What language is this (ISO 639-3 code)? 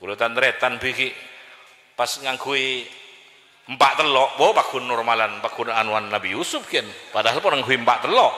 mad